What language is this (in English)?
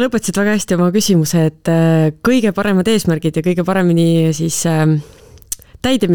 Estonian